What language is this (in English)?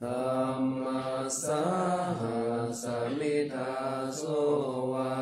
Pali